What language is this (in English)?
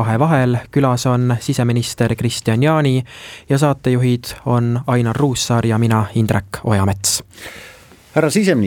Estonian